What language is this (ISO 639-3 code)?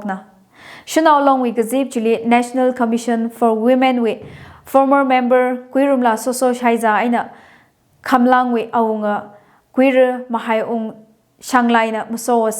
nmf